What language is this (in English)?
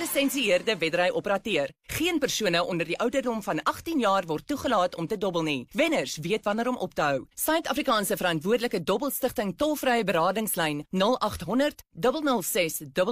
Afrikaans